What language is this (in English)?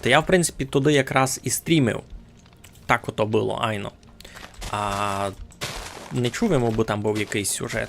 Rusyn